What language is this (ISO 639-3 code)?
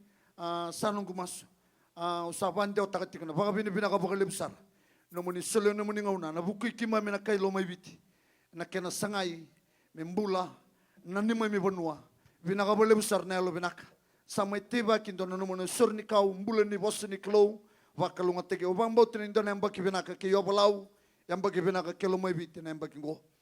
fij